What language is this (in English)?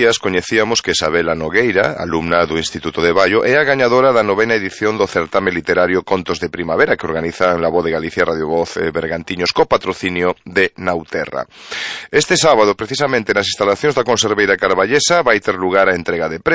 Galician